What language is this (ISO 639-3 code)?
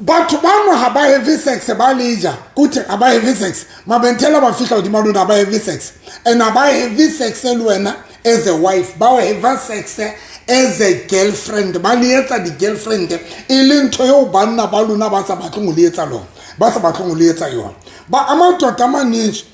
sot